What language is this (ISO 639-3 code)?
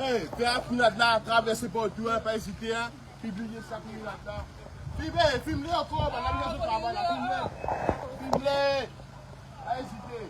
mfe